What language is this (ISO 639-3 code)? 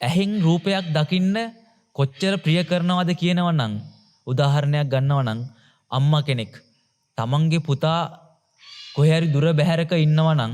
sin